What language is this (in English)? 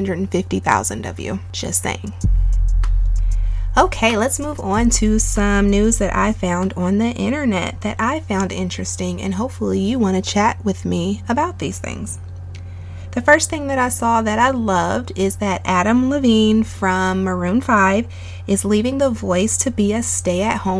English